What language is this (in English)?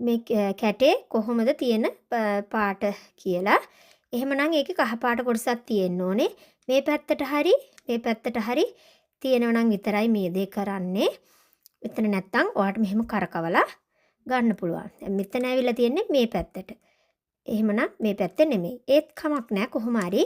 Sinhala